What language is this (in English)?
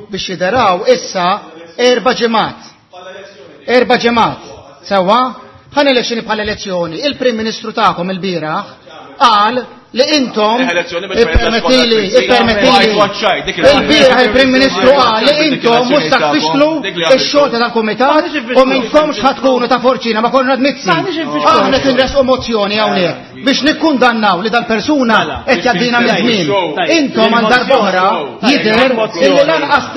Maltese